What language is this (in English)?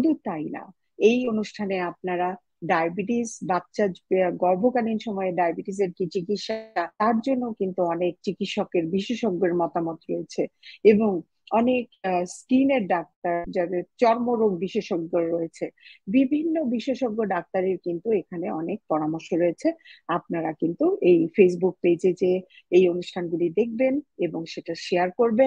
Bangla